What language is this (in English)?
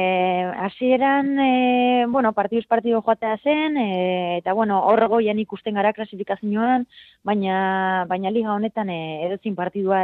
Basque